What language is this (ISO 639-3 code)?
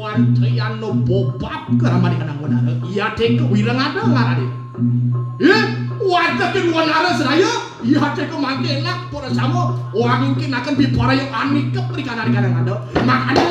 ban